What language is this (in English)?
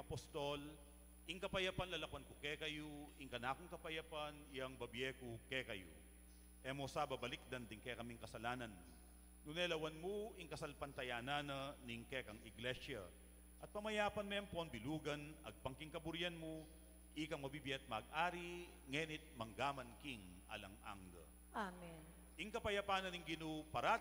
Pampanga